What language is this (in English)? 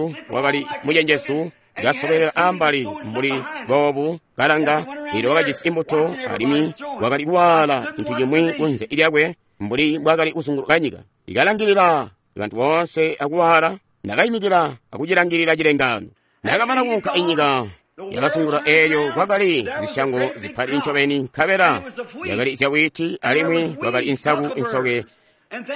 Tonga (Zambia)